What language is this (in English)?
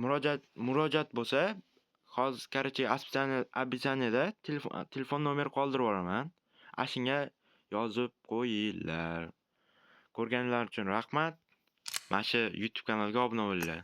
Uzbek